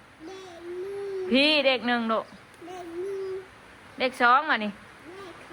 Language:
Northeastern Thai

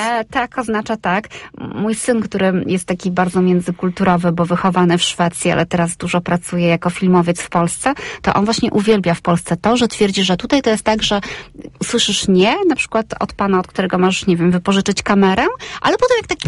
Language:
Polish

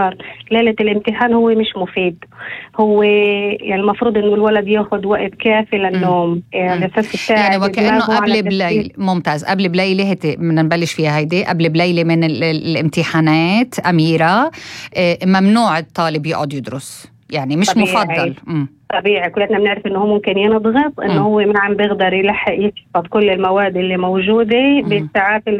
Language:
North Levantine Arabic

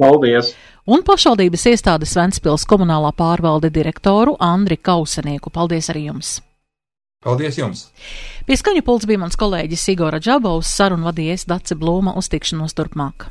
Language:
Latvian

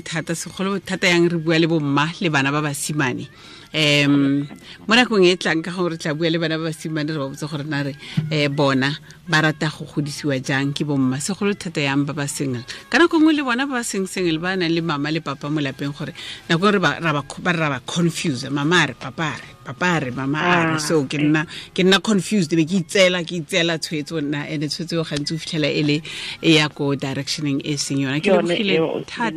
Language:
Tswana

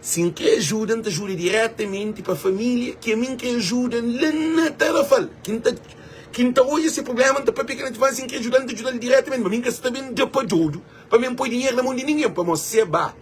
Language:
Kabuverdianu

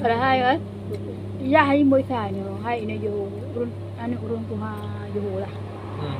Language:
Achinese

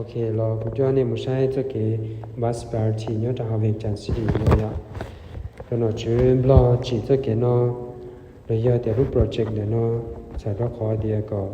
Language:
Hmong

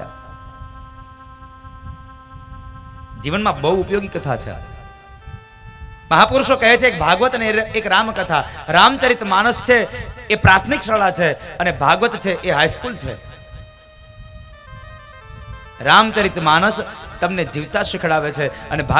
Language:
Gujarati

